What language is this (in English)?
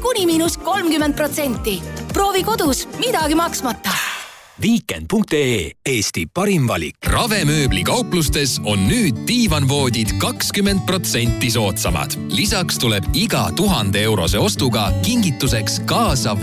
Estonian